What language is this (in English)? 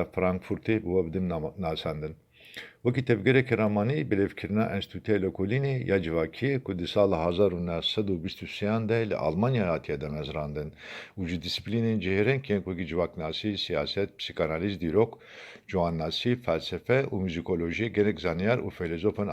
Kurdish